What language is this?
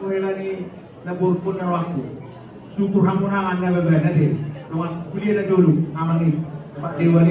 Batak Toba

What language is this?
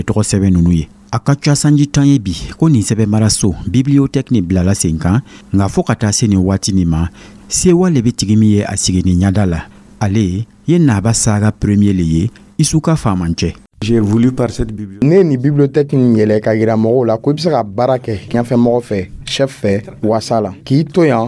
Dyula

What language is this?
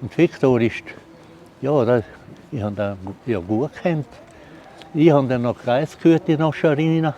Swiss German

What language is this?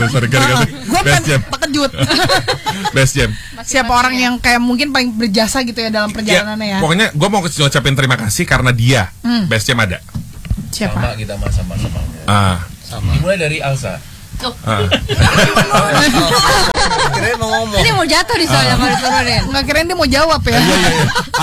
Indonesian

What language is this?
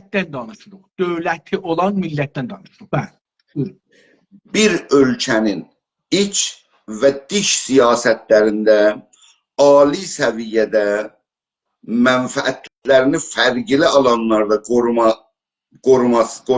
South Azerbaijani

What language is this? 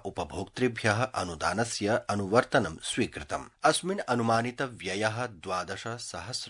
Sanskrit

